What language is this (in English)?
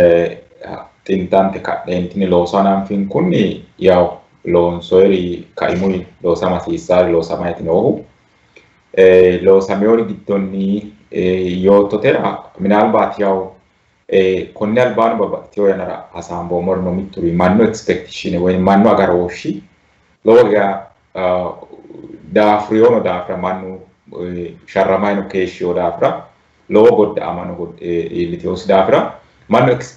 Sidamo